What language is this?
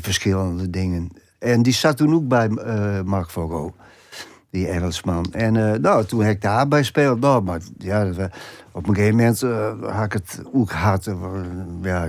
Western Frisian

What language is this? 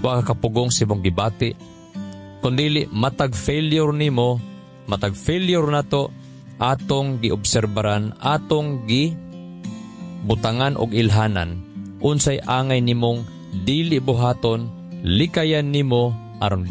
Cebuano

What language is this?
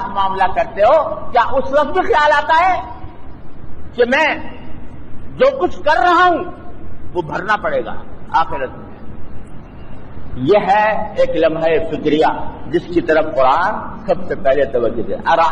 Urdu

